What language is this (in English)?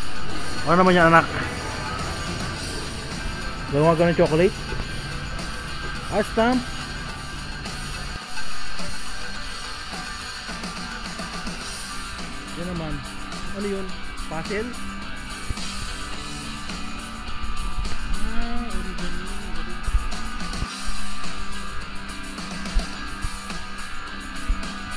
Filipino